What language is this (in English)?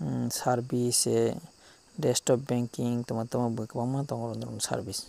Kok Borok